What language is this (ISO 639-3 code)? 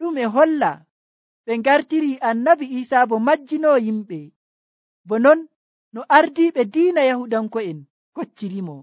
fuv